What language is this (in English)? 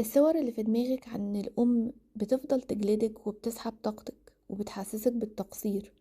Egyptian Arabic